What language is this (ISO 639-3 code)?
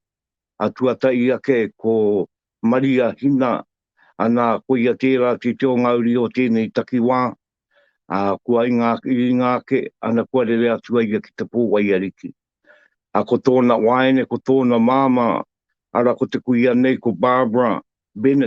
mri